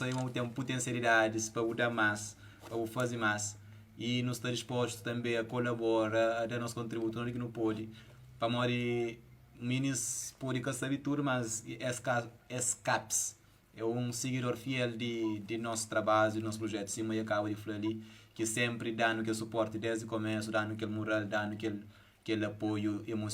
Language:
Kabuverdianu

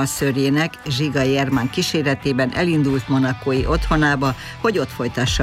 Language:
Hungarian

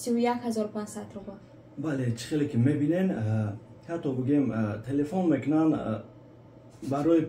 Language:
Tajik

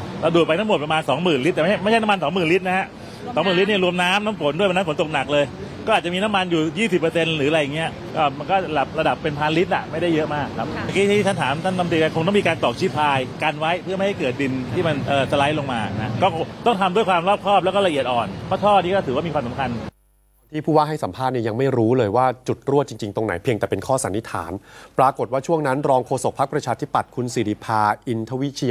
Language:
Thai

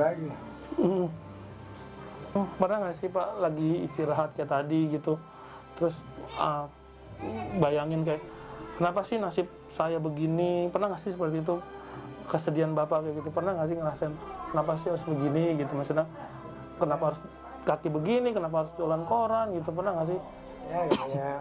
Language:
Indonesian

